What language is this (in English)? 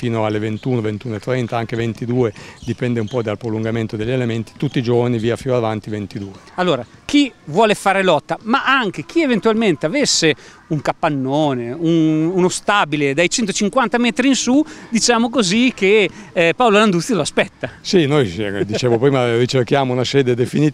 Italian